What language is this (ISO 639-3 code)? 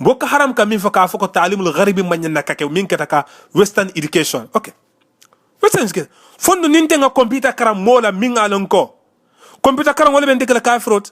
man